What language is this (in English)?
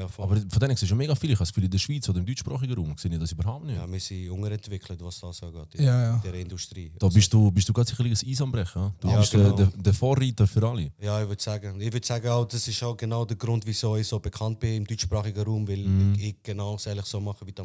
Swiss German